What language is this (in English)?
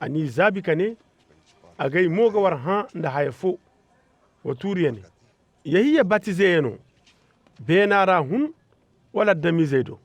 Zarma